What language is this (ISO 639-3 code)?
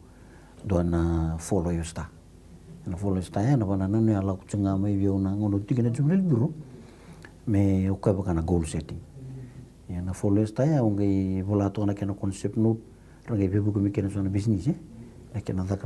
fij